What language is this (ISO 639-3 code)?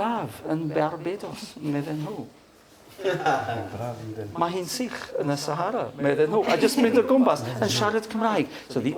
cym